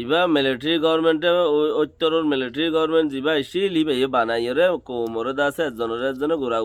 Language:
Rohingya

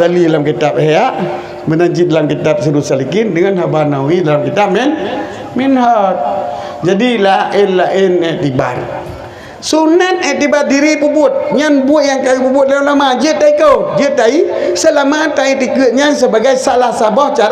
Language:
Achinese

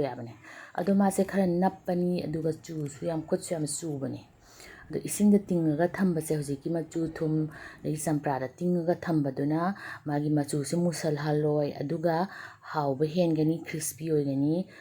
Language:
Manipuri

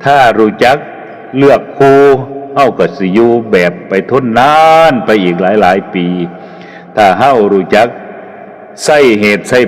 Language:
Northeastern Thai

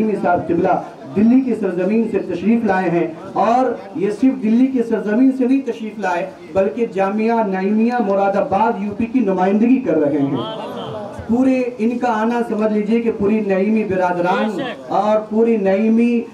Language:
Urdu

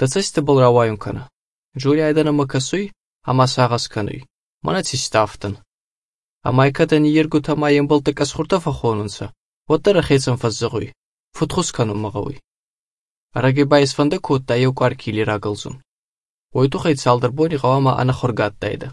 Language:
Armenian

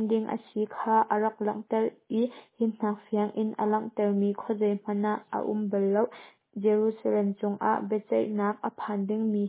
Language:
Hakha Chin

